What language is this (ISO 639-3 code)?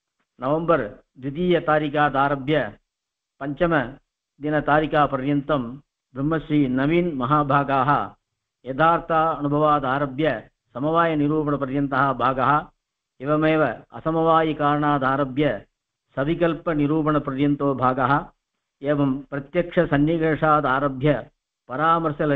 san